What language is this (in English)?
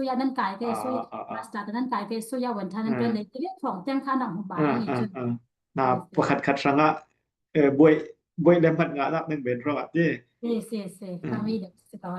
Falam Chin